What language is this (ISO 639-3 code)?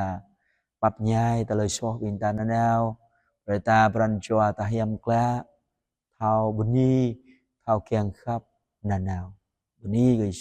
jra